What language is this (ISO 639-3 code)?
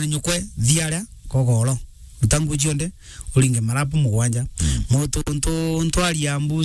mer